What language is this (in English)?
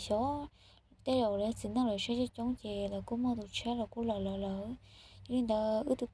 Hmong